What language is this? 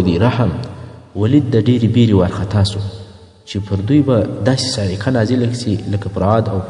Pashto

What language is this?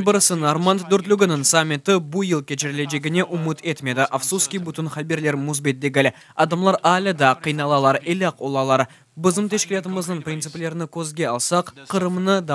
Crimean Tatar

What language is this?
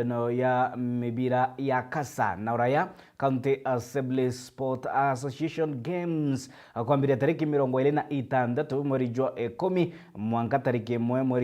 Meru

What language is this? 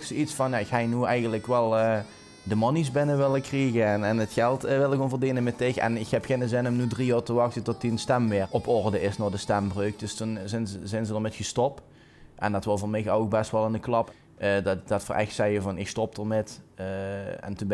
Limburgish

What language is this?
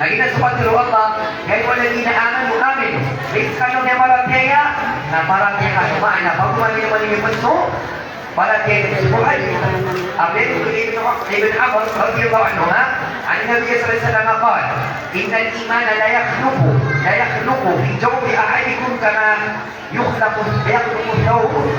Maranao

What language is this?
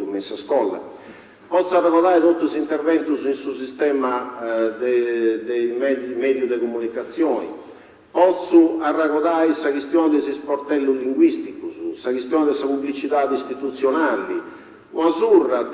Sardinian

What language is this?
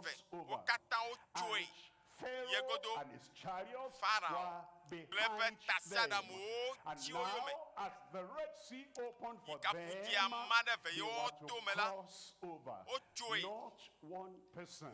Ewe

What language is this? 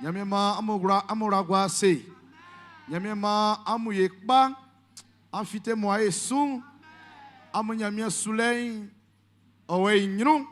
Baoulé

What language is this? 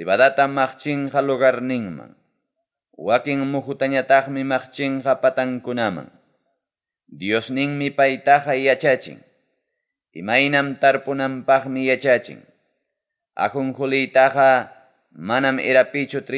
Ayacucho Quechua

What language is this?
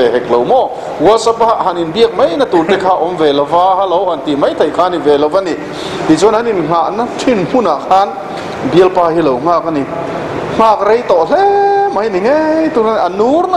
Mizo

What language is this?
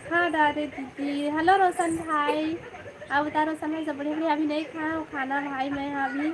Chhattisgarhi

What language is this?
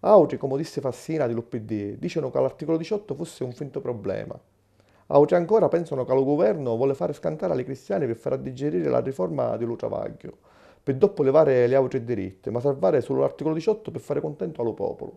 Sicilian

